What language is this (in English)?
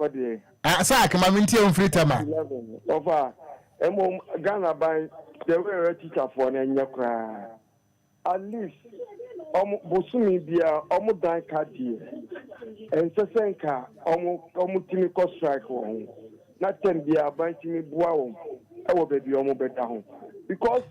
Akan